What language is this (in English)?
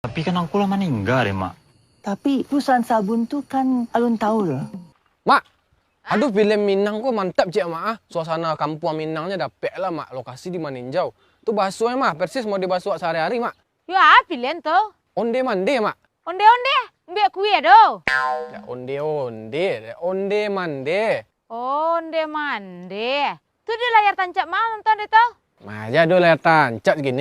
Minangkabau